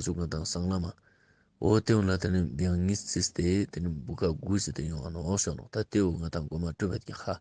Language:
Ladakhi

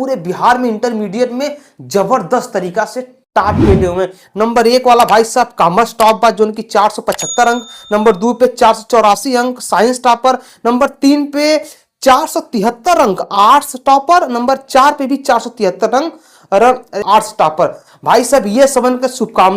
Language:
Bhojpuri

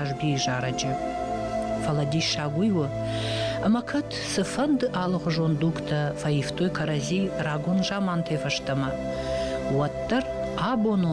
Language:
Ossetic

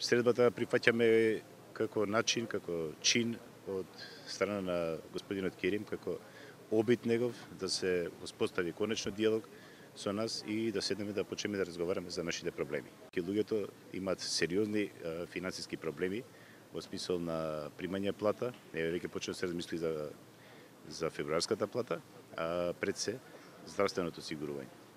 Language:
Macedonian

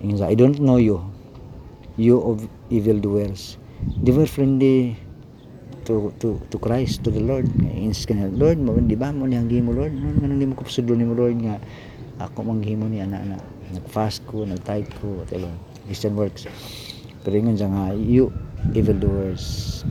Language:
Cebuano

